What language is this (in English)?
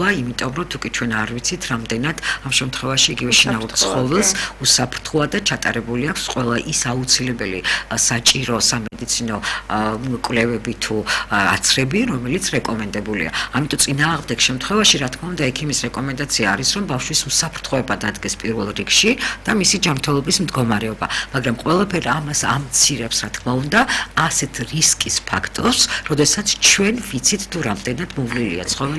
Georgian